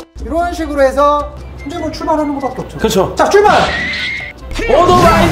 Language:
Korean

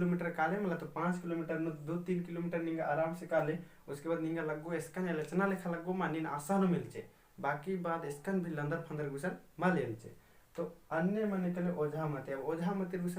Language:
Kurukh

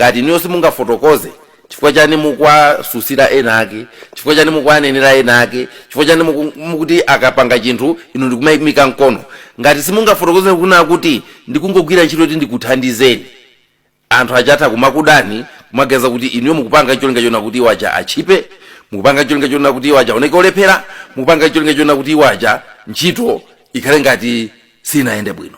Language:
Nyanja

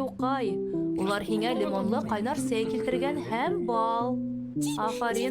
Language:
Bashkir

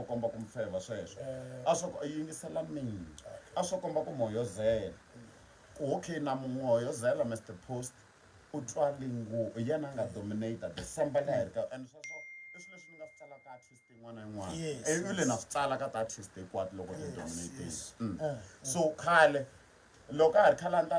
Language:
Tsonga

